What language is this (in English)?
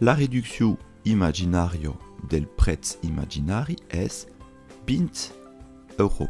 Occitan